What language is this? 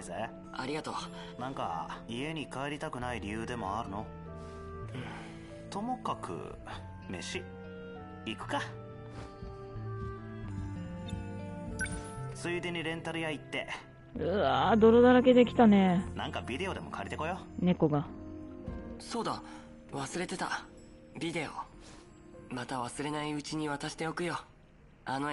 Japanese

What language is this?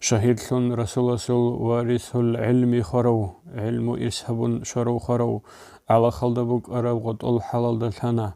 Avaric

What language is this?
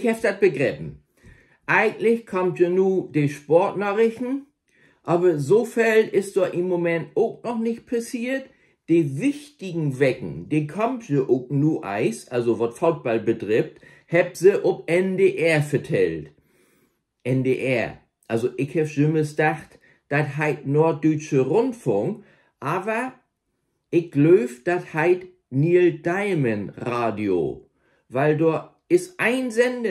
Low German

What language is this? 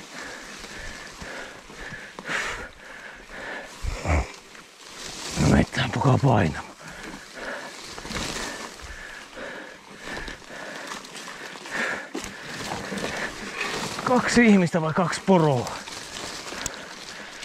Finnish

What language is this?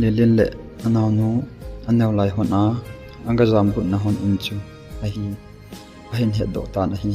Thado Chin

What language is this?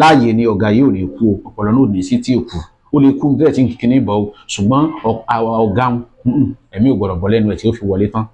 Yoruba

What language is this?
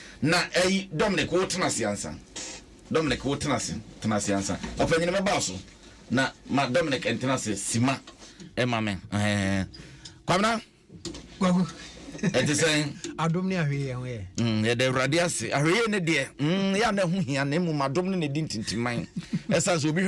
Akan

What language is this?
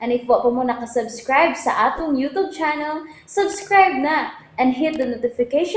Cebuano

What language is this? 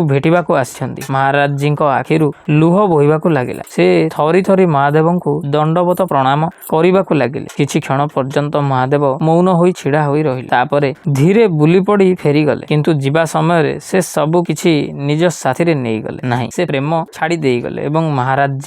Odia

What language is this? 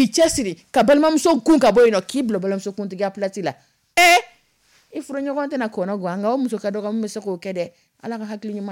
Dyula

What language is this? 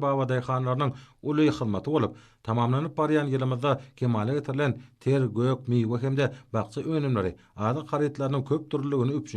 Turkmen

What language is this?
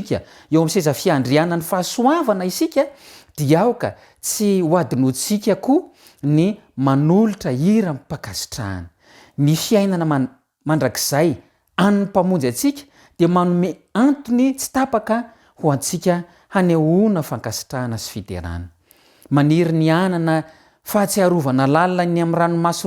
Malagasy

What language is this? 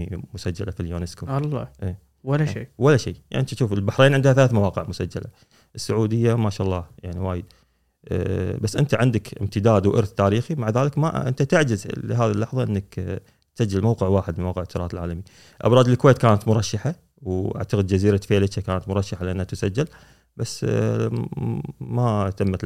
Gulf Arabic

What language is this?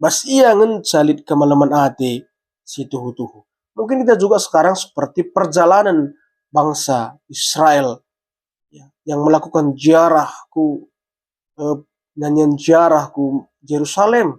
Batak Karo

